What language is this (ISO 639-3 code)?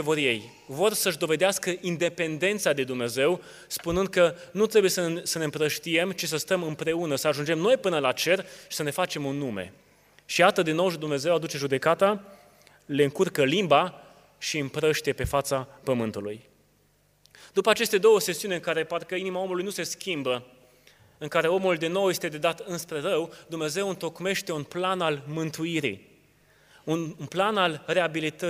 ron